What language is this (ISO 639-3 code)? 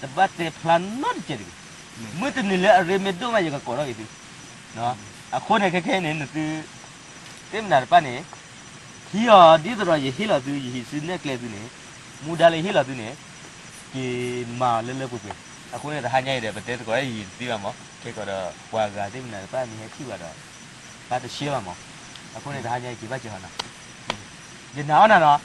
ksw